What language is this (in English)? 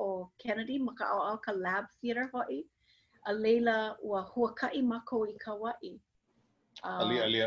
Hawaiian